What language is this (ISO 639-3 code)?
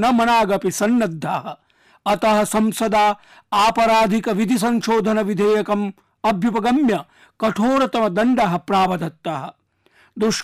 san